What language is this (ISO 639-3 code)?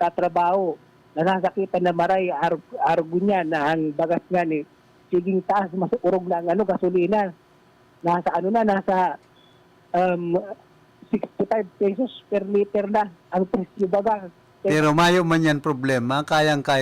bik